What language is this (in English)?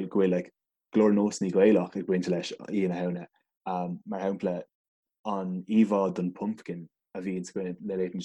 Irish